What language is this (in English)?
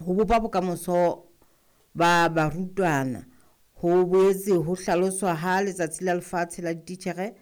Southern Sotho